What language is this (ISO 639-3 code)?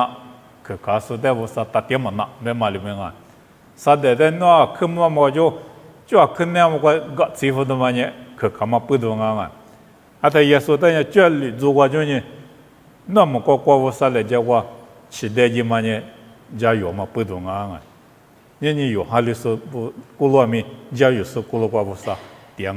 lis